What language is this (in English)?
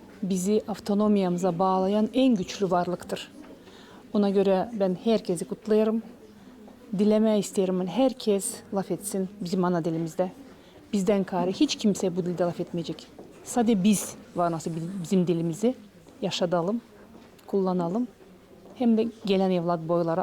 Gagauz